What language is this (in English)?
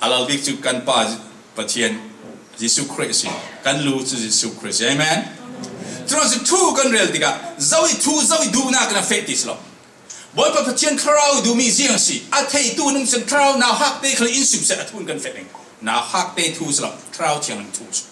Falam Chin